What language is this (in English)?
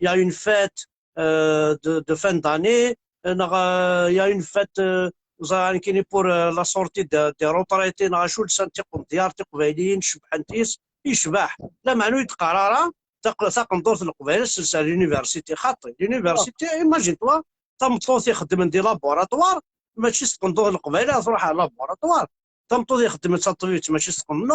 Kabyle